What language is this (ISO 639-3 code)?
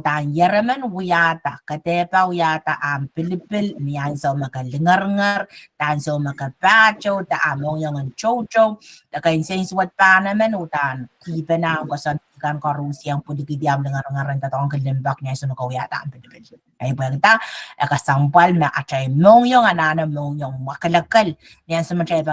pon